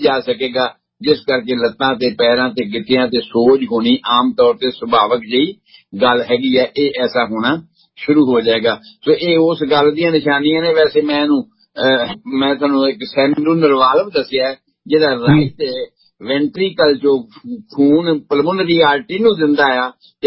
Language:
Punjabi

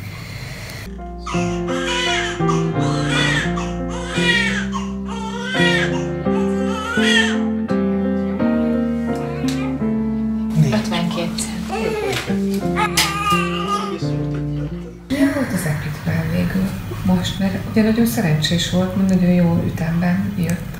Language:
Hungarian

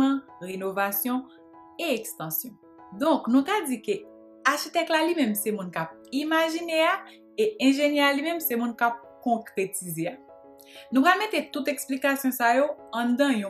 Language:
Haitian Creole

